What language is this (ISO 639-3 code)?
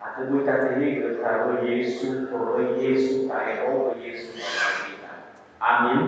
nia